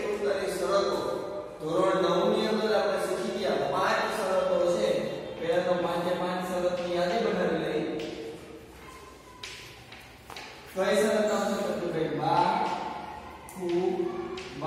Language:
Gujarati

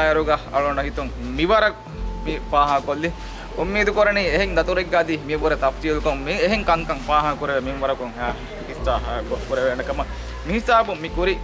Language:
Divehi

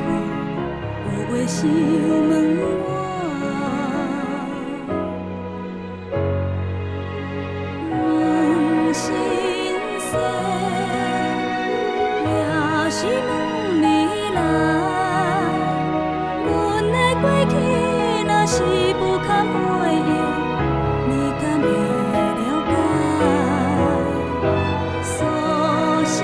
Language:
Min Nan Chinese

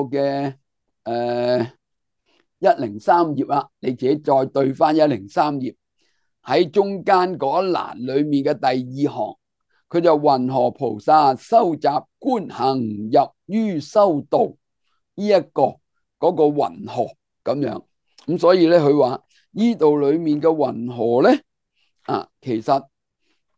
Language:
Cantonese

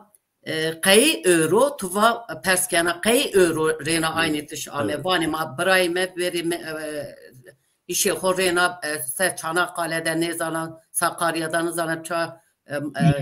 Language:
Zaza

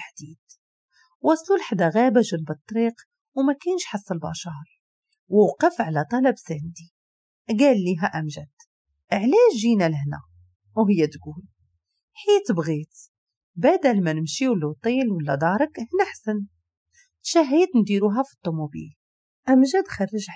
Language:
Moroccan Arabic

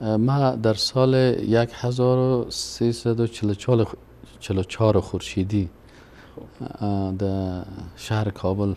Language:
Persian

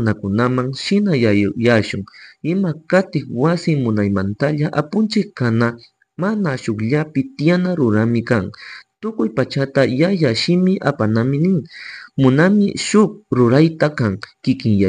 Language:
Chimborazo Highland Quichua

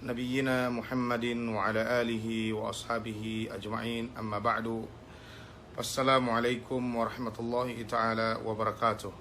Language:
Yakan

